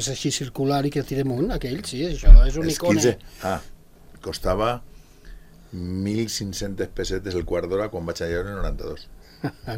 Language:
Catalan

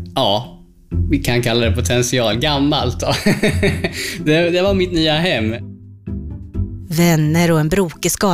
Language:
Swedish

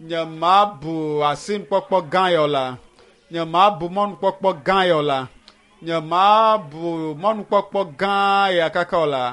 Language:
Ewe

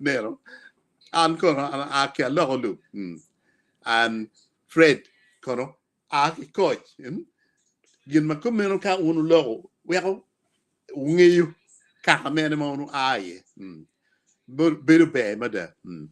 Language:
Acoli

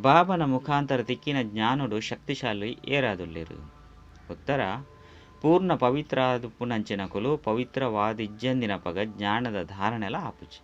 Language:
Tulu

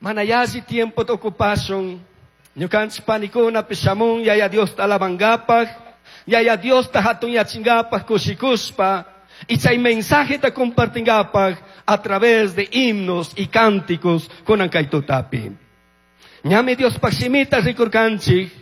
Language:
Chimborazo Highland Quichua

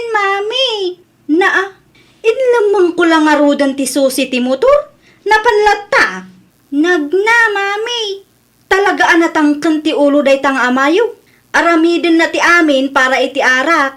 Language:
Iloko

